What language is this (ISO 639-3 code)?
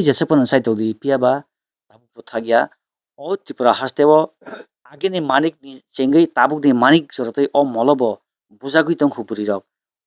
trp